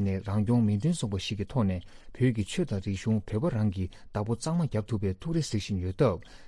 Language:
Tibetan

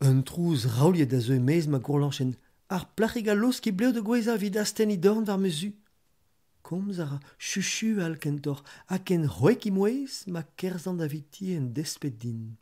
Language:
Breton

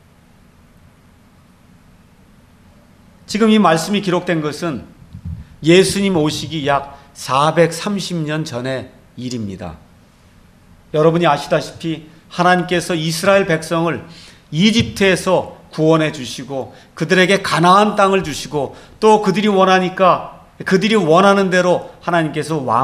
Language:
Korean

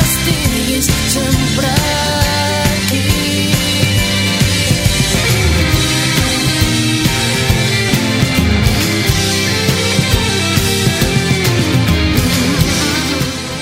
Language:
Catalan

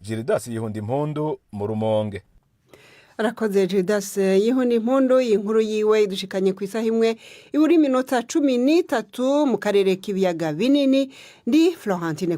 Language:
Rundi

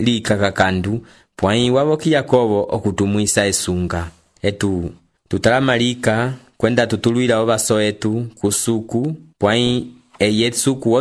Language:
Umbundu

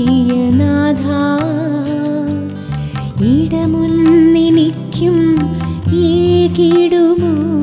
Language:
Malayalam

